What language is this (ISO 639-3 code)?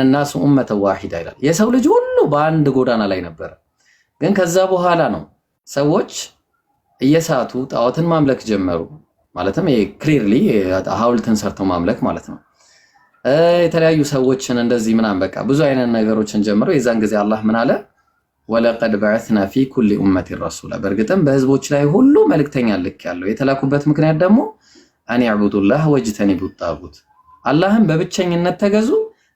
amh